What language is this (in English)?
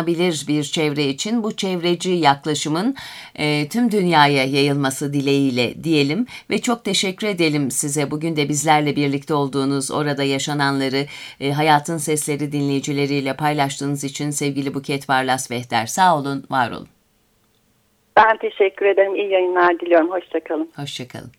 Turkish